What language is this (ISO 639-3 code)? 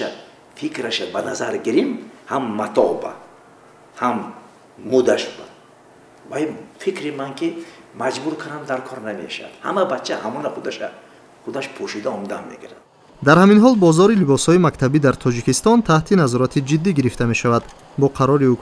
tgk